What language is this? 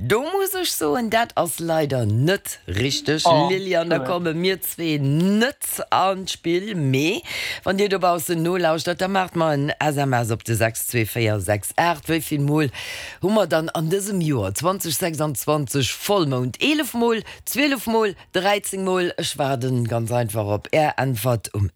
Luxembourgish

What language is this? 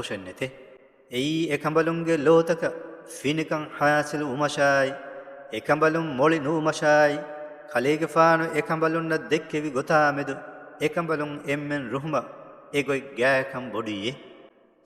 Divehi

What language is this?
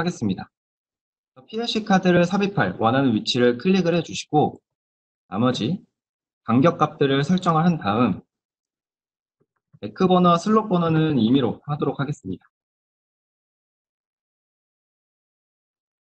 Korean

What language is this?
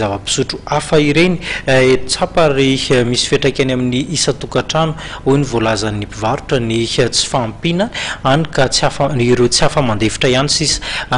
Malagasy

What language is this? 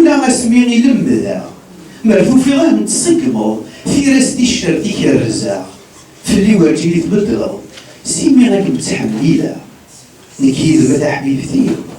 Kabyle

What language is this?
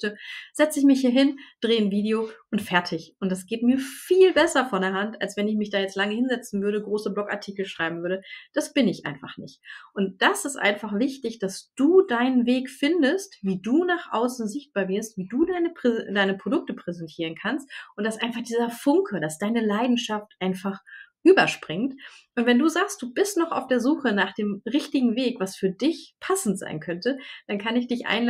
German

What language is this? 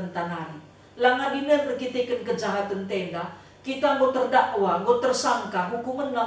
Batak Karo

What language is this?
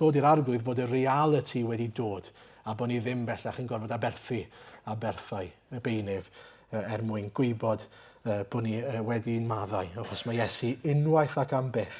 Welsh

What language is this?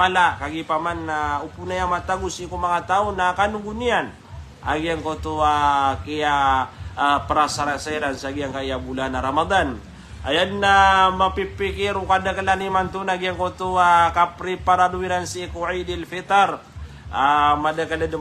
Maranao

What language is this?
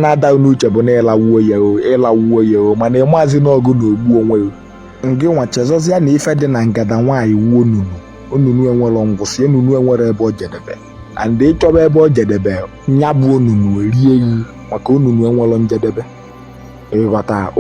Igbo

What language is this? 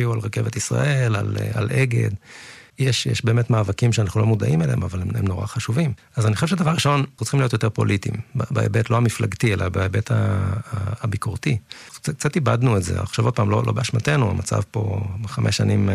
Hebrew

